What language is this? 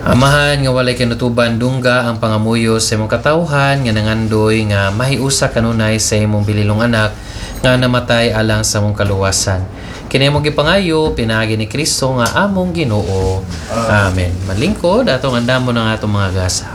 Cebuano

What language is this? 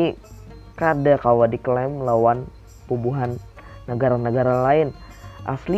Banjar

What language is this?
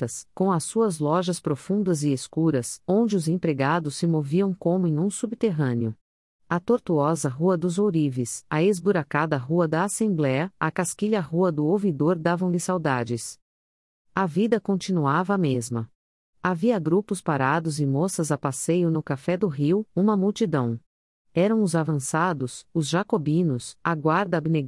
Portuguese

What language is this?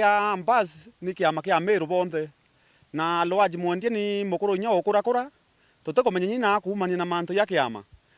Meru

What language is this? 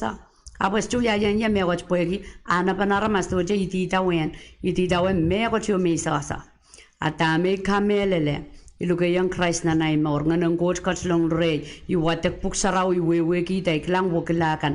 Pohnpeian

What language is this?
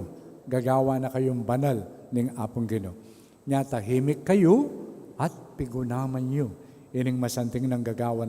Pampanga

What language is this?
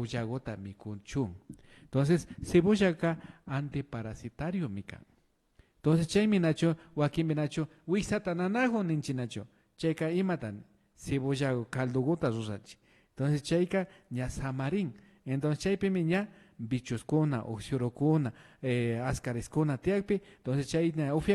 Imbabura Highland Quichua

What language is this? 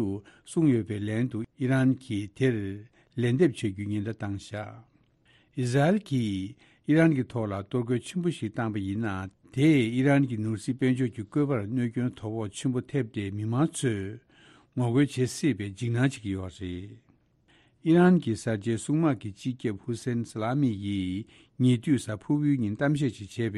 Tibetan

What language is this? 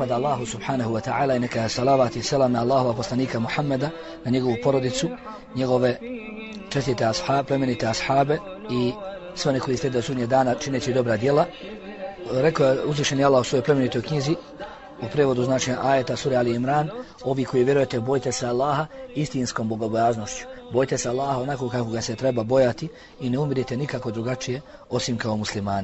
Bosnian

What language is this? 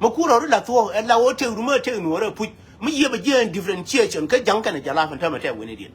Nuer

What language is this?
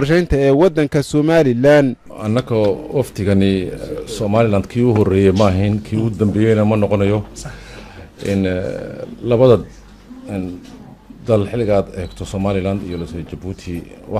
Somali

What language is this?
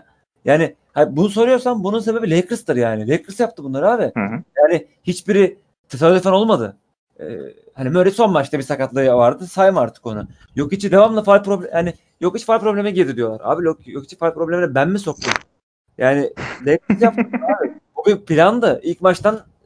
Turkish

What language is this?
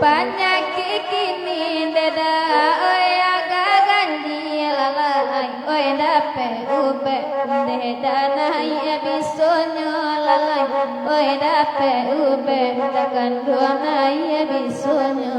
Minangkabau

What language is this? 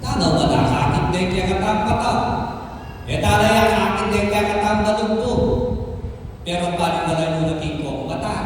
Pampanga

